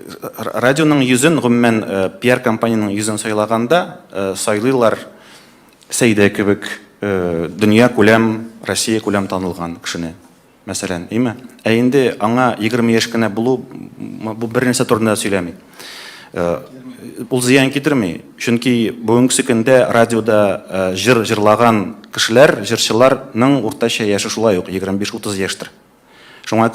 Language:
Tatar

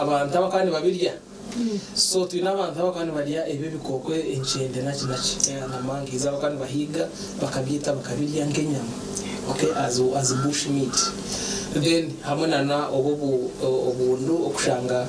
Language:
Nyankole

